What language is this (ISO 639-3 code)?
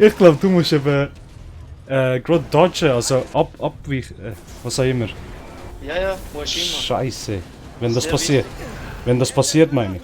gsw